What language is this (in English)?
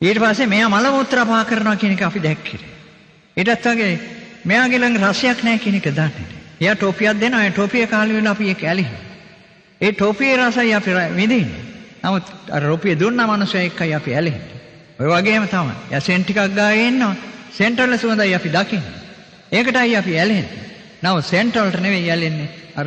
Sinhala